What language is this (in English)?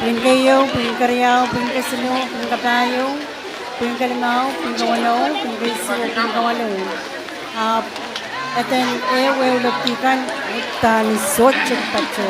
Pohnpeian